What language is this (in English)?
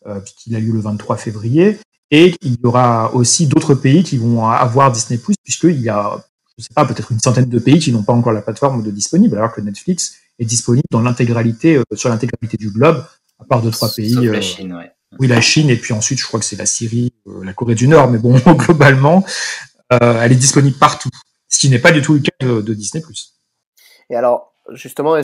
French